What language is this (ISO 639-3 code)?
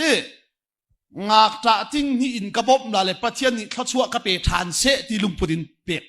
cnh